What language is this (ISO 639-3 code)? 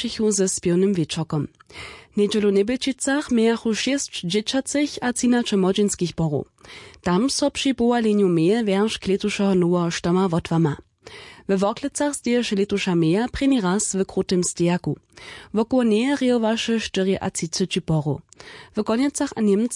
hsb